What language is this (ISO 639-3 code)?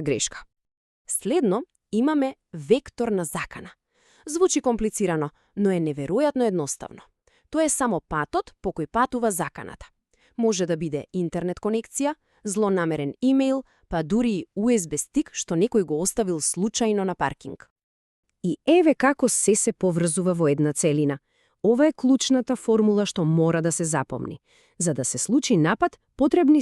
mkd